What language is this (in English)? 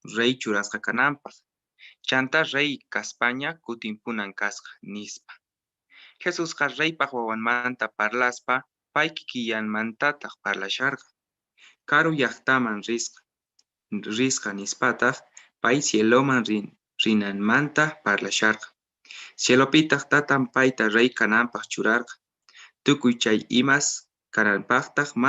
Quechua